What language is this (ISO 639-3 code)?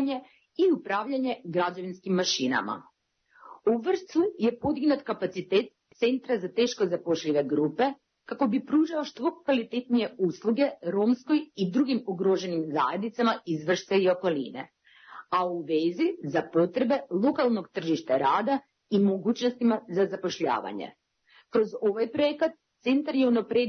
srp